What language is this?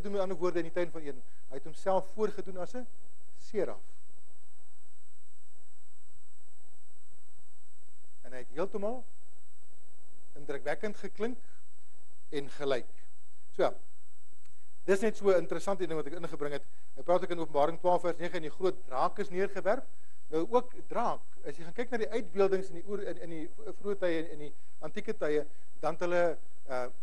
Afrikaans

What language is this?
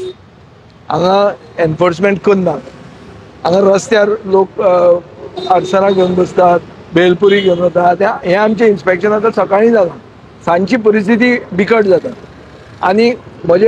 Konkani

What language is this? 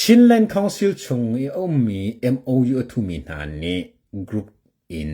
Hakha Chin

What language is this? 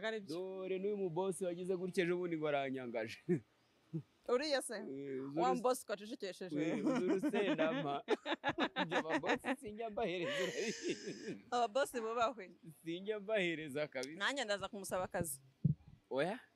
Kinyarwanda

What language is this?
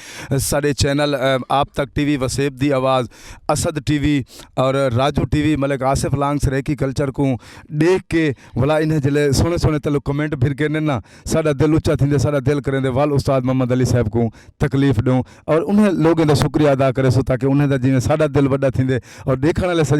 Saraiki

